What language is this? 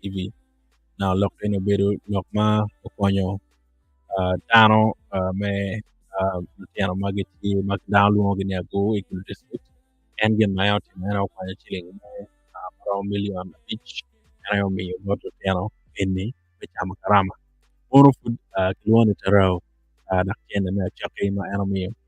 Acoli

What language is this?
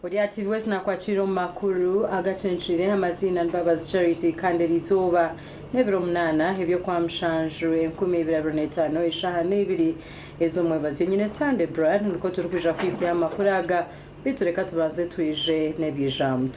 Nyankole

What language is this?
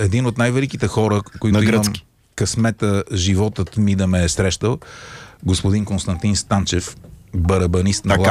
Bulgarian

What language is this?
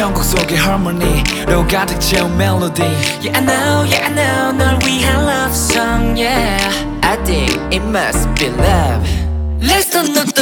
Korean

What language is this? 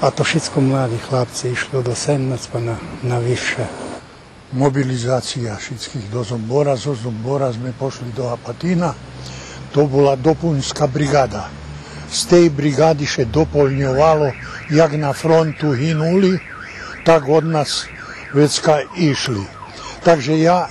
Rusyn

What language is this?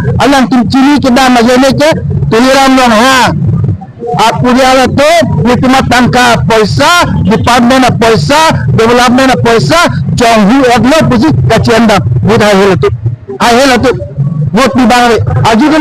Karbi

